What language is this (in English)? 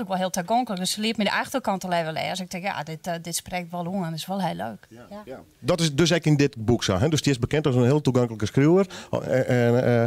Western Frisian